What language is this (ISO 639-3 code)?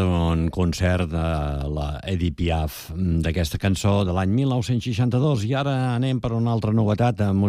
cat